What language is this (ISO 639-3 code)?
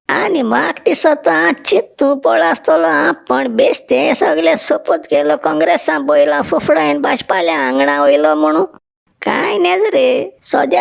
kok